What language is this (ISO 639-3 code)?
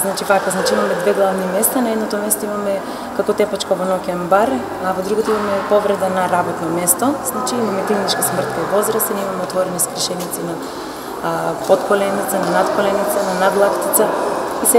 mkd